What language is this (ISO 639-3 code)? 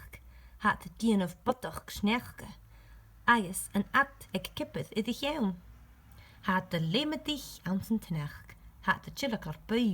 gla